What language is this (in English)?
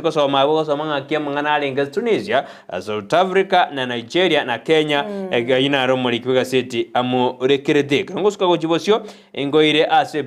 Gusii